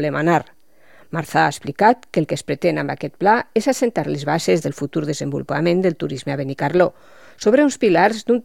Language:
Catalan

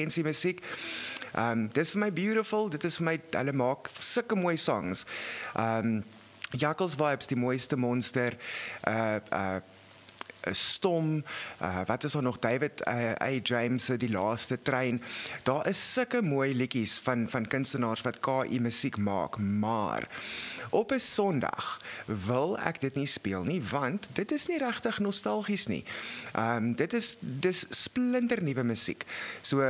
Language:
Afrikaans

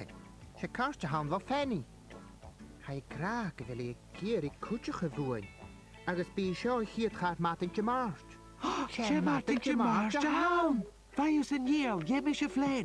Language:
Scottish Gaelic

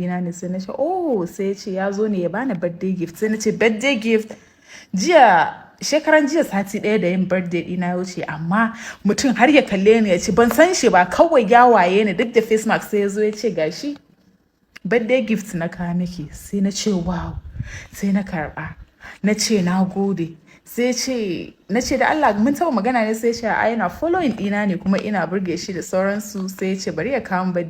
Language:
Hausa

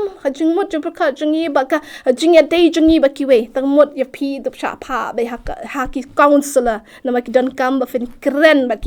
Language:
Khasi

